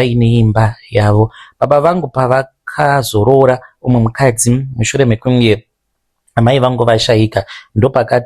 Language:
Shona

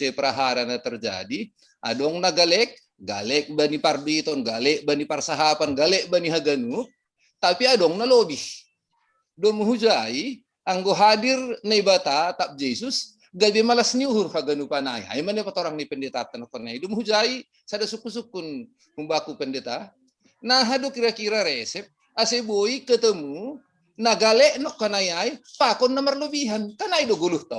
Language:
Batak Simalungun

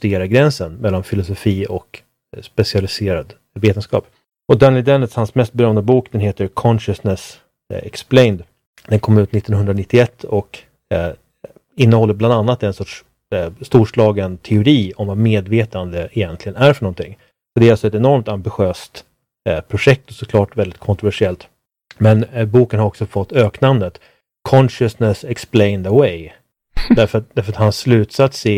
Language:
Swedish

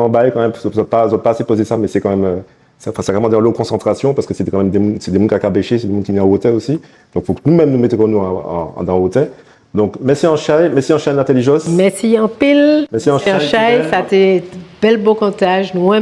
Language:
Guadeloupean Creole French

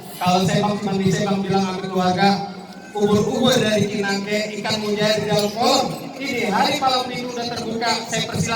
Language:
Betawi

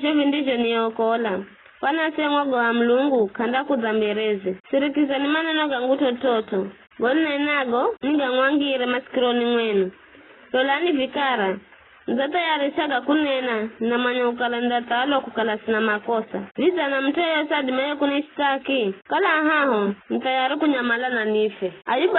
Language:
Giryama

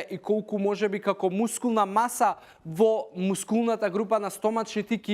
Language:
Macedonian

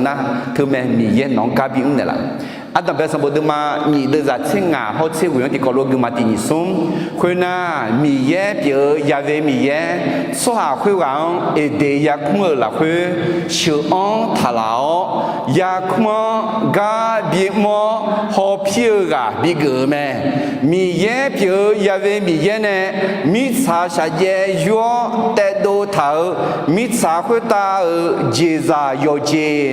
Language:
Akha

